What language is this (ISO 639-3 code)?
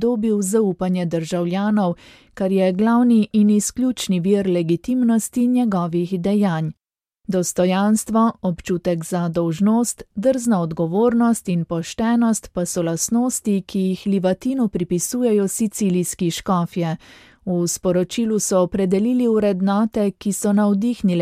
slv